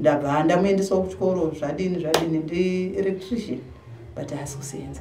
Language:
Shona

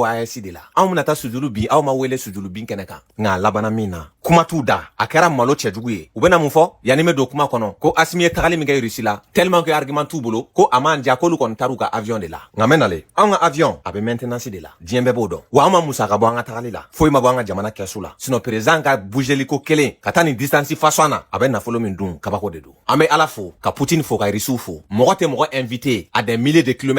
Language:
Bambara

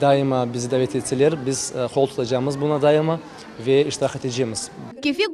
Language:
Crimean Tatar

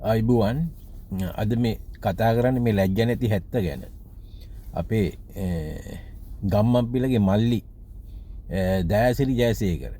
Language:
Sinhala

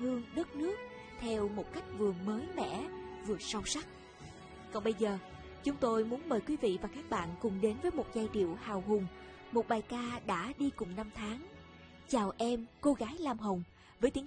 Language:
Vietnamese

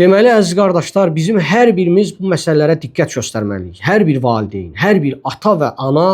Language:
Azerbaijani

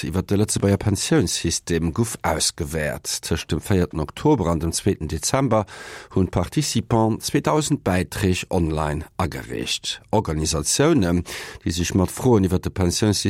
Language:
Luxembourgish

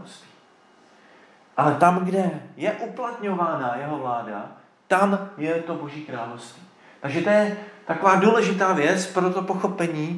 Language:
Czech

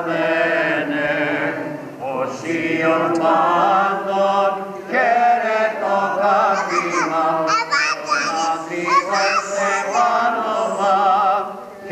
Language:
Greek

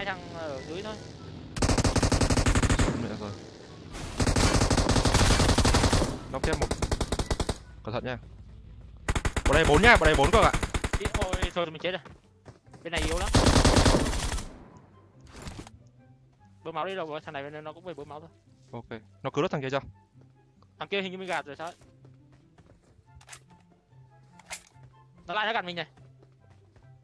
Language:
Vietnamese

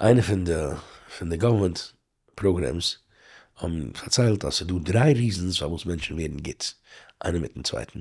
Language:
Yiddish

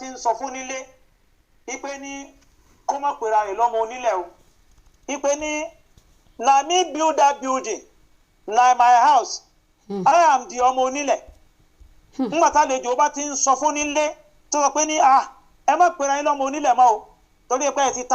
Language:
Yoruba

